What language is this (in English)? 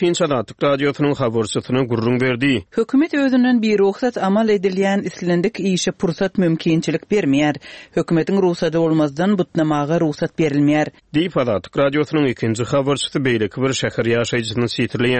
Turkmen